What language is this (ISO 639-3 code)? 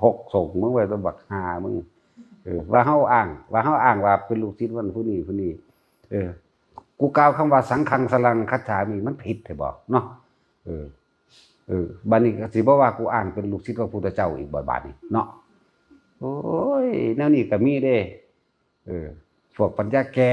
tts